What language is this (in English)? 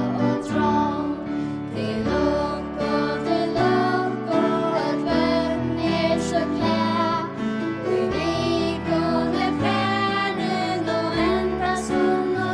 Faroese